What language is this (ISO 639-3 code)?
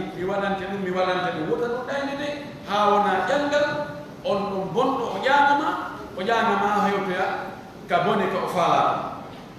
fuf